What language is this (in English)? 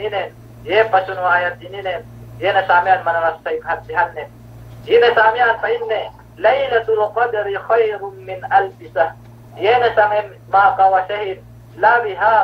Yakan